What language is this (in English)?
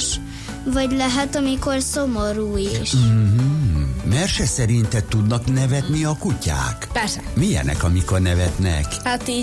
Hungarian